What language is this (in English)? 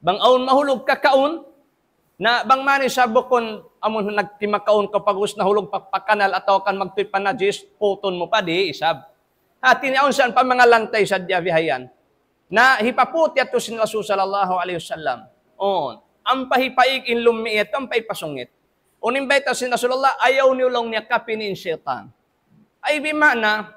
Tausug